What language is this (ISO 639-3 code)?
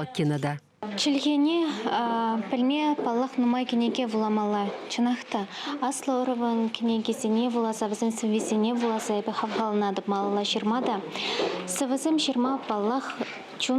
chv